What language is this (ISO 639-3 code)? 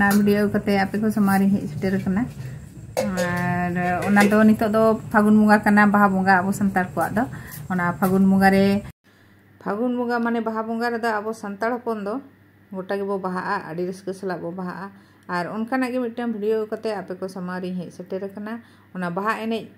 sat